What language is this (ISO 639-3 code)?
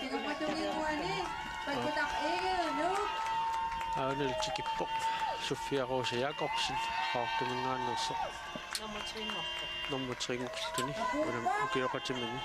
kal